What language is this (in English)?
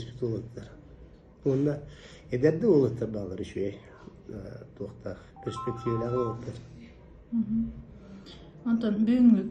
Yakut